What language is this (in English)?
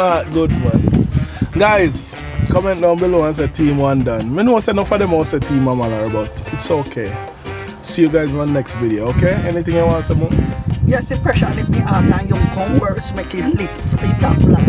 Jamaican Creole English